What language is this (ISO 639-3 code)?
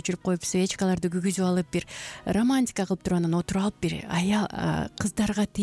kir